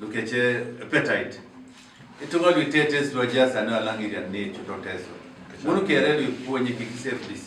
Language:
Teso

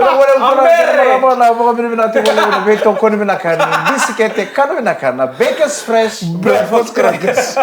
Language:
Fijian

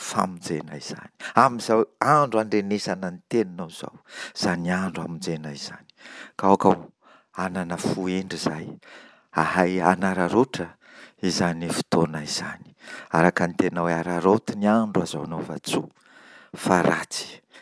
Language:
Malagasy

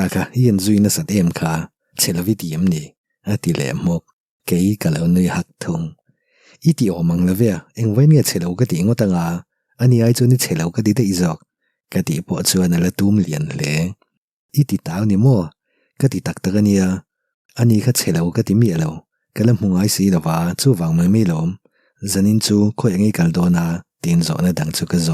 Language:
Mizo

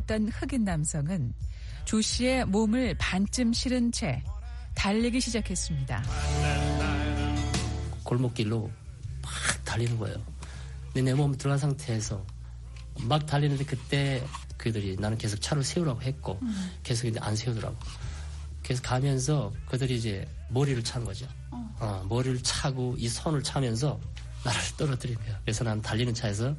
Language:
Korean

